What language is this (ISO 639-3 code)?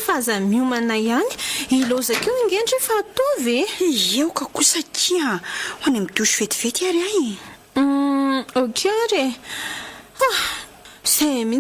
mlg